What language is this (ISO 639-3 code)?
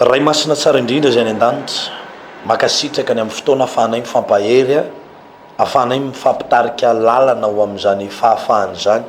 mlg